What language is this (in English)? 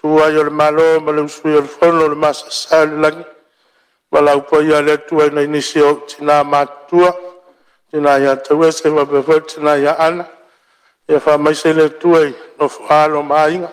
Samoan